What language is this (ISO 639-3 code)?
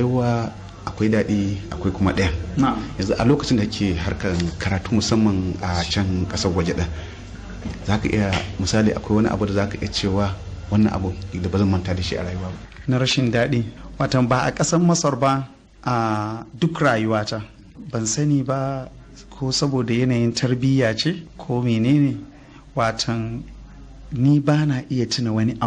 hau